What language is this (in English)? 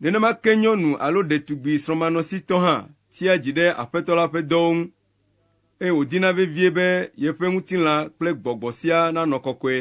Ewe